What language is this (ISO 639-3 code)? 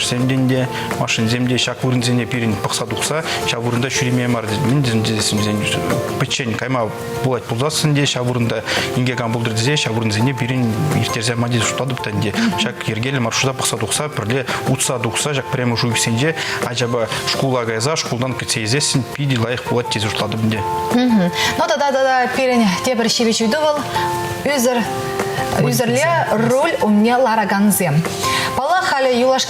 chv